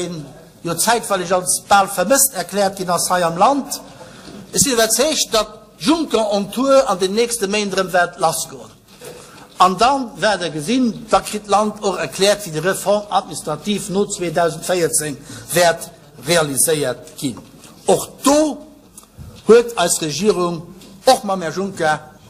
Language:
Luxembourgish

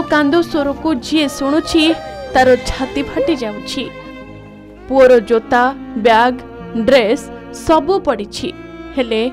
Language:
Odia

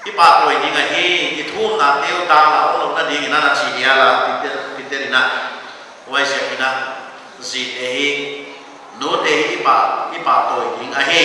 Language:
Paite Chin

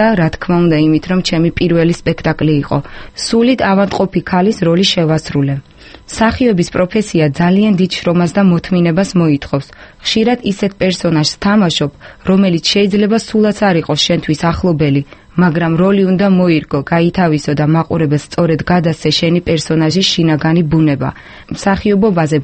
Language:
Georgian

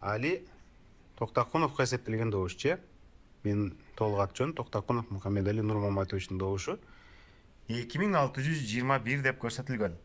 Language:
Kyrgyz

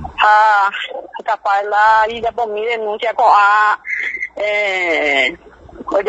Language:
Guarani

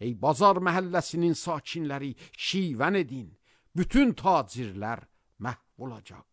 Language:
Azerbaijani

